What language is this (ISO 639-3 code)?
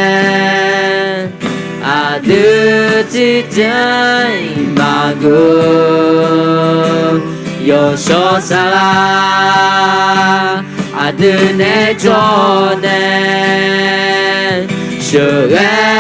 ahk